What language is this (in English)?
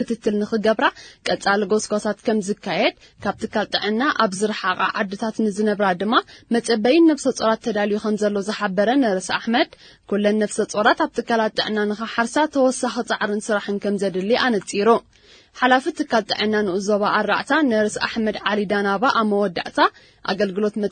Tigrinya